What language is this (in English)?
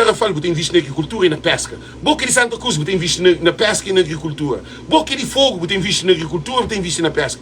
Kabuverdianu